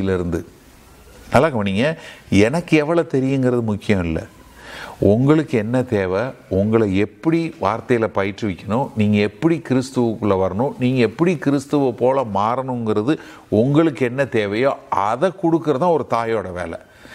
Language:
Tamil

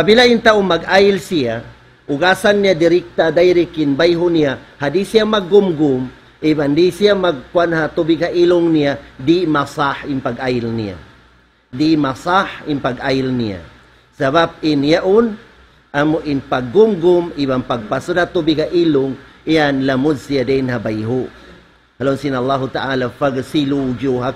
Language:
Tausug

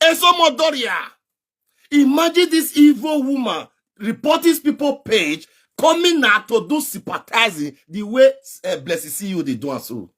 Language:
Nigerian Pidgin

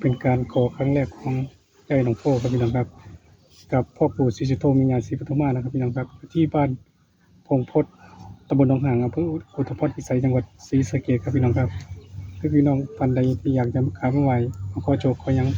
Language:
Northeastern Thai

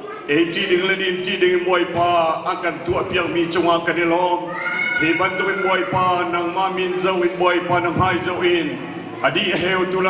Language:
Hakha Chin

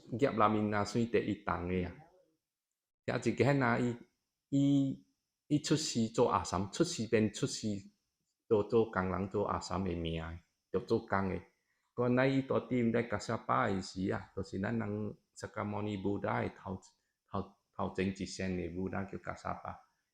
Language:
Min Nan Chinese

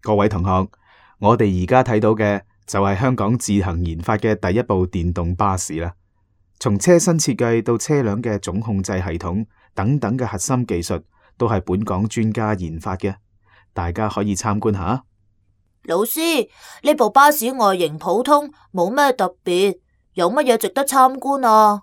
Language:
Cantonese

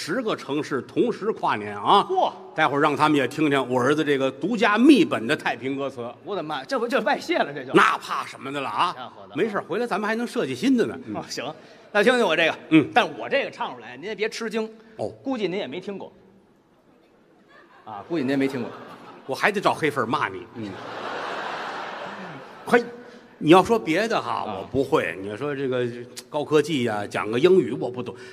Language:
Chinese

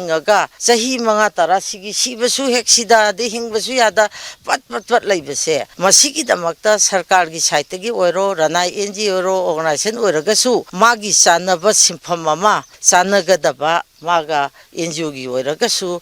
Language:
Manipuri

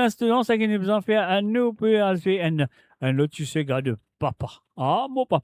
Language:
Morisyen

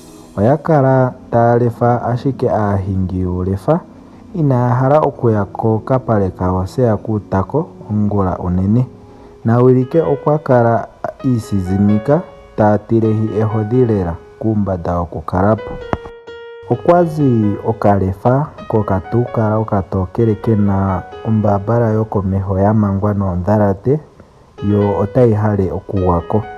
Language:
Ndonga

